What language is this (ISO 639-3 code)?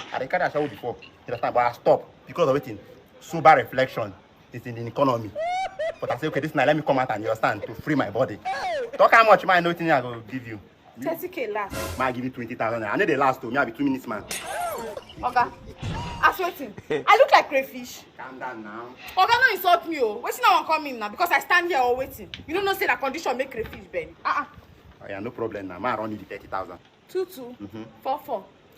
pcm